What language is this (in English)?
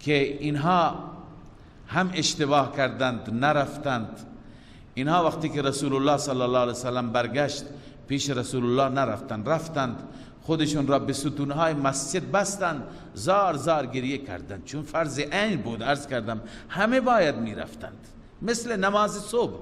Persian